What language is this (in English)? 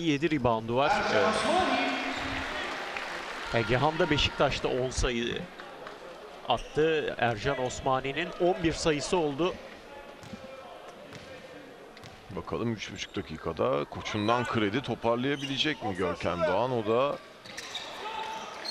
Turkish